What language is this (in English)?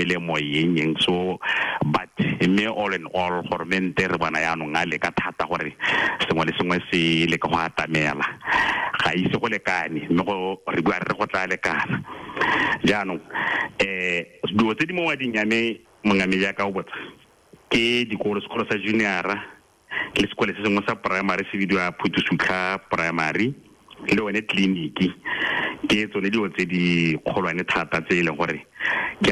Tswana